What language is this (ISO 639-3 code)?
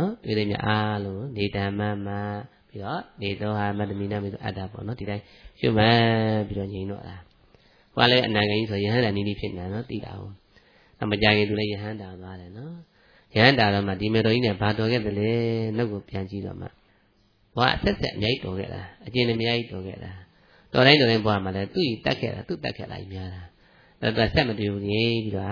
mya